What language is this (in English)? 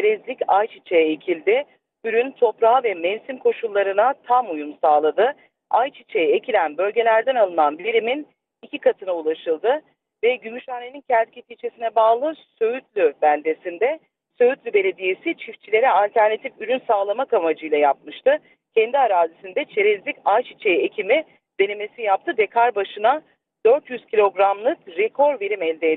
Turkish